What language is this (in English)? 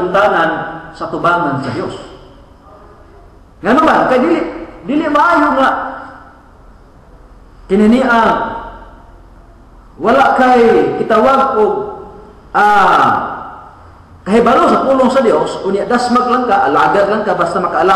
Cebuano